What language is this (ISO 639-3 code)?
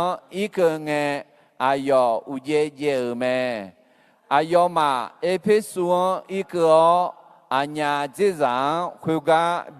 ahk